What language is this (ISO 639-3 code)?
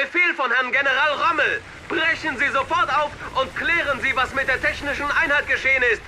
bar